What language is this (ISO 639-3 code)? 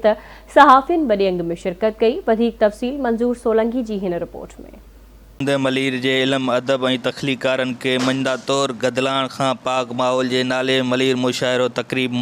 snd